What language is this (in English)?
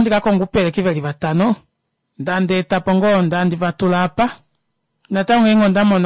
Kuanyama